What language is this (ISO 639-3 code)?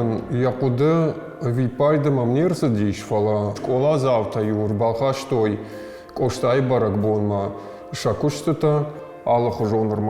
oss